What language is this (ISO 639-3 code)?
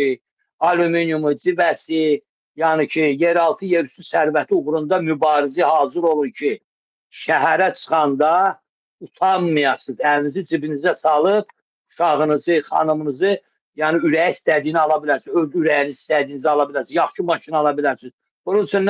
aze